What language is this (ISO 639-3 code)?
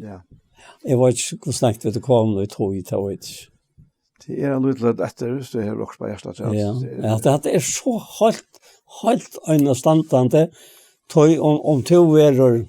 fao